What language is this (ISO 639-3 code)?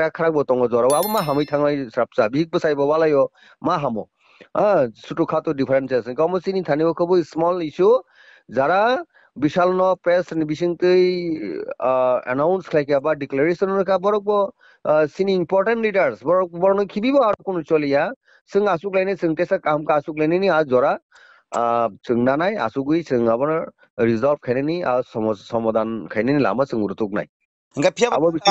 trp